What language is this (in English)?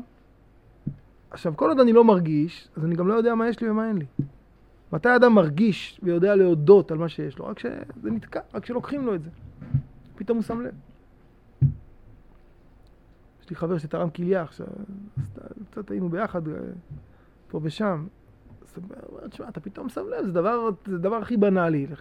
Hebrew